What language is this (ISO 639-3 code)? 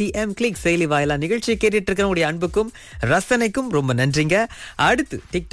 tam